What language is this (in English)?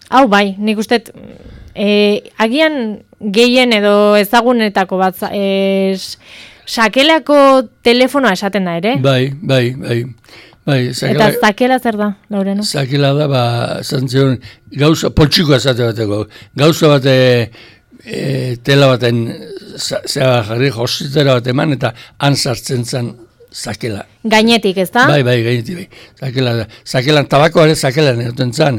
Basque